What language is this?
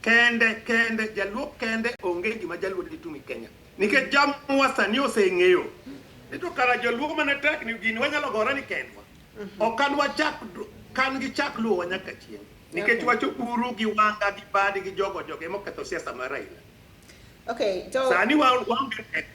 Luo (Kenya and Tanzania)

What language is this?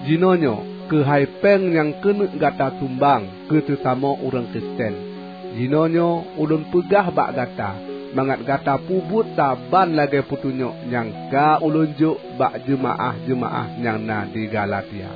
Achinese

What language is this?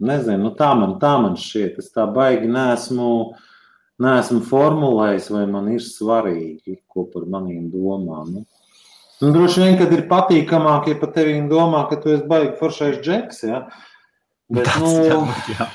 Latvian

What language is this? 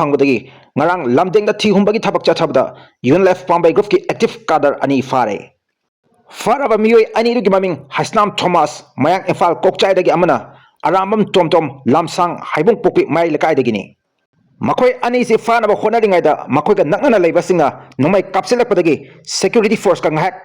Manipuri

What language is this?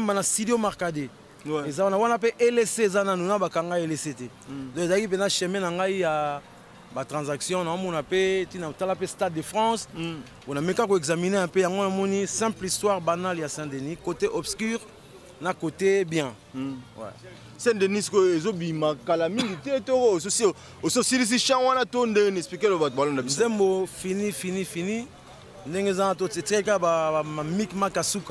Lingala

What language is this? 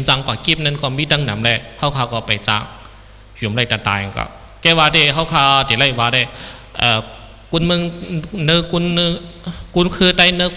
Shan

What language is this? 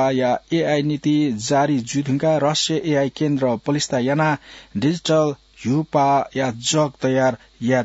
Newari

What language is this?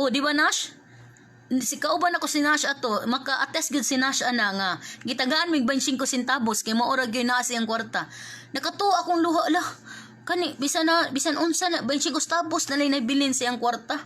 Cebuano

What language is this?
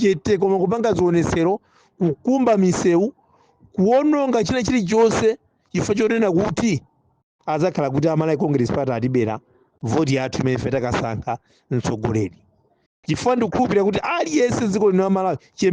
Nyanja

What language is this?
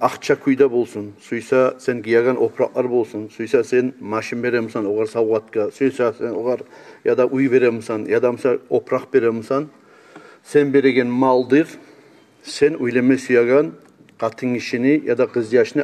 Kumyk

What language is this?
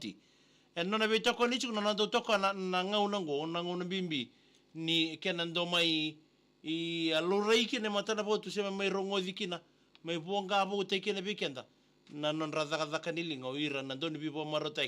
Fijian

